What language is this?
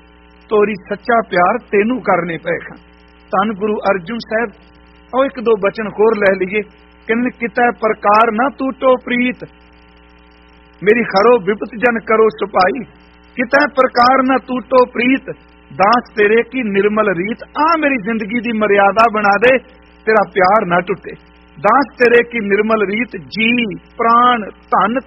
Punjabi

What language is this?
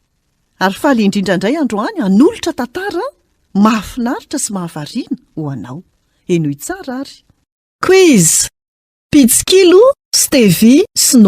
Malagasy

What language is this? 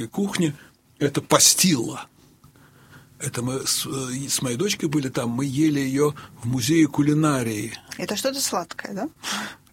Russian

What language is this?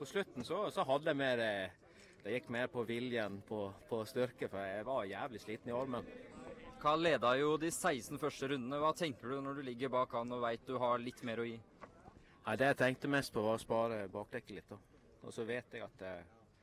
Norwegian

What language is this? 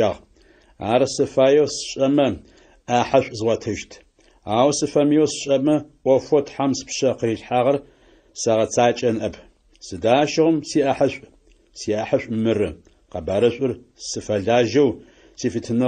Adyghe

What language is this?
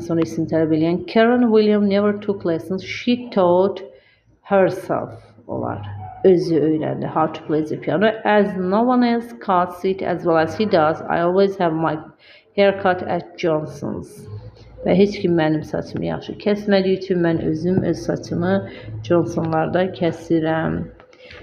Azerbaijani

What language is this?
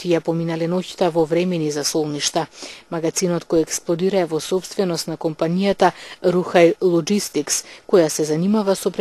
Macedonian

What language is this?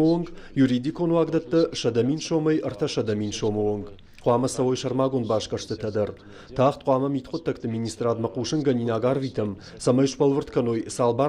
Ossetic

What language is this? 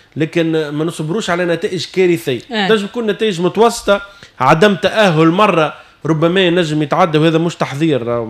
Tunisian Arabic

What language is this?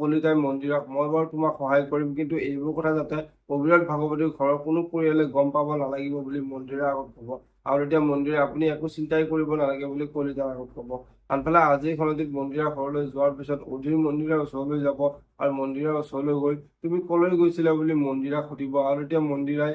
Assamese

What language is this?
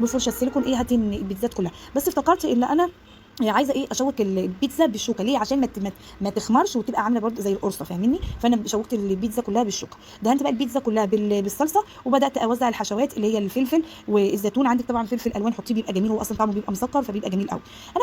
Egyptian Arabic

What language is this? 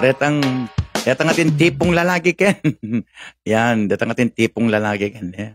Pampanga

